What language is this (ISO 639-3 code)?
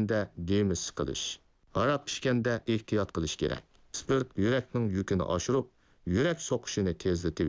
uig